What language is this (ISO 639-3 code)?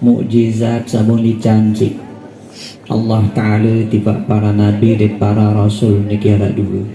sas